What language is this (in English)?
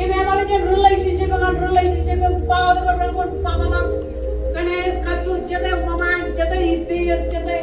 Marshallese